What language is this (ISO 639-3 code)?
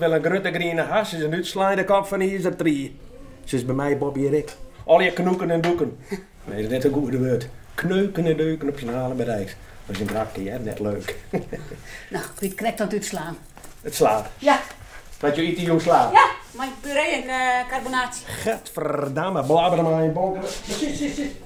fry